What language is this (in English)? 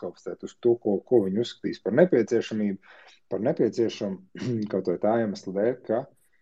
Latvian